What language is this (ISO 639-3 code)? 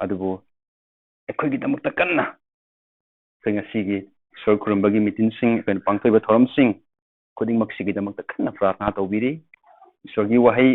mni